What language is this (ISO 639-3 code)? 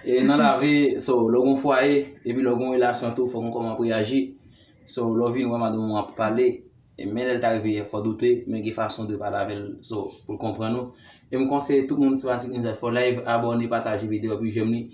hat